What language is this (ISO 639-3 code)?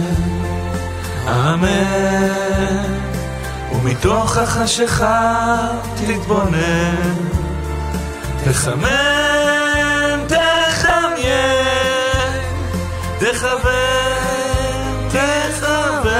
heb